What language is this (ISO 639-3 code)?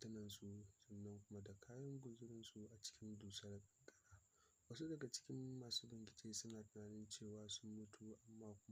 hau